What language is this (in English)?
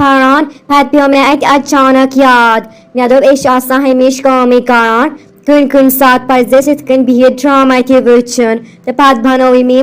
Kashmiri